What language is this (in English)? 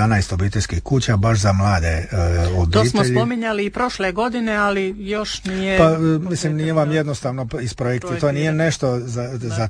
Croatian